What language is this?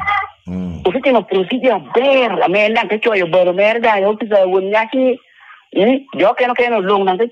Lango (Uganda)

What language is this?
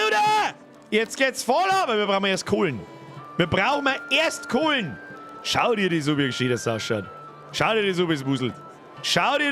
Bavarian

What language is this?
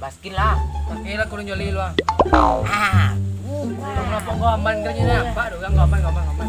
Minangkabau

